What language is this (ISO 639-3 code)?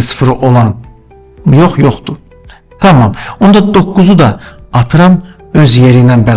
aze